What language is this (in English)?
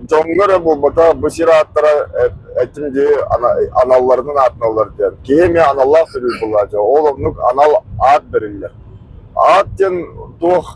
Yakut